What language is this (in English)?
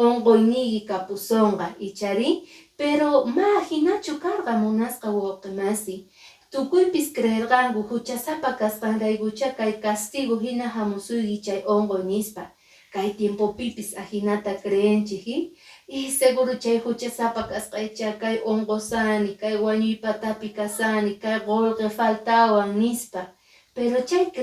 Quechua